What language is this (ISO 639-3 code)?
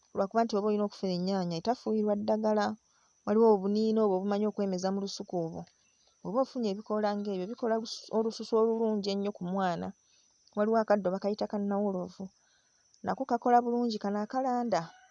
lug